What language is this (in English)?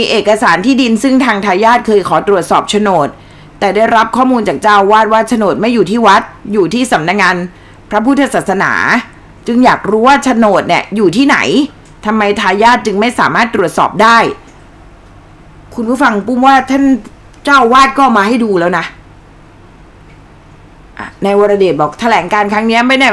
Thai